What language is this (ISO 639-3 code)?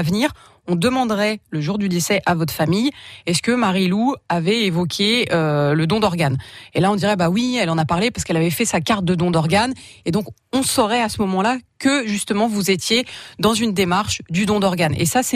fra